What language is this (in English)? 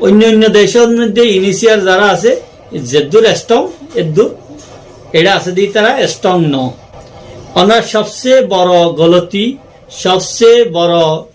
Rohingya